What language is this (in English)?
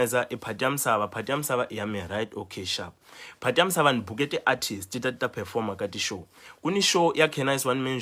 Tsonga